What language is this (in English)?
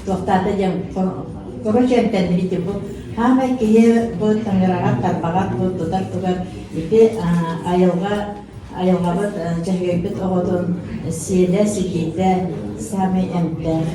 Yakut